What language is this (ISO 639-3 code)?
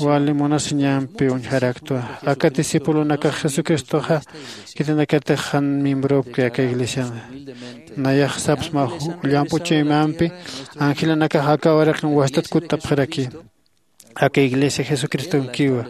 aym